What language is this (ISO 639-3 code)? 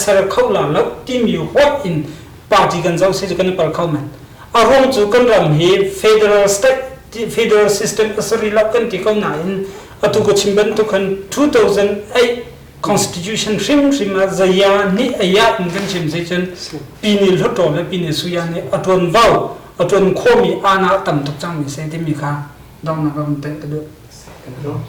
cnh